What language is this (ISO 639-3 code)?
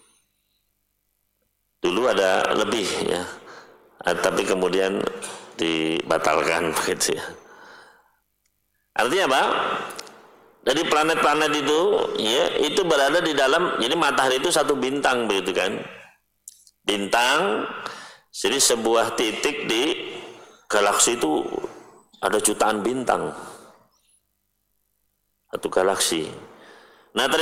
ind